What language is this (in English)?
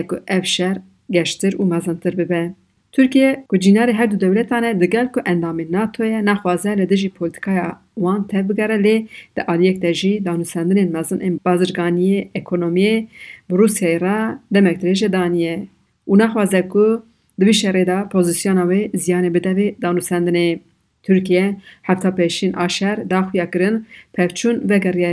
Kurdish